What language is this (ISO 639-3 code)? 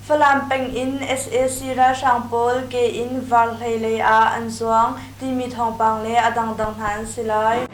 cnh